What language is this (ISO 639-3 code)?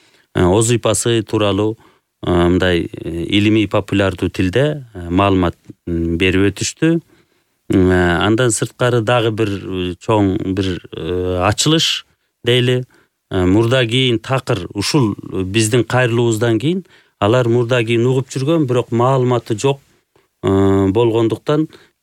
kir